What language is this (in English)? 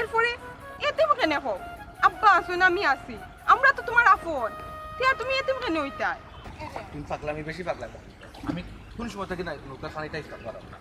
Sylheti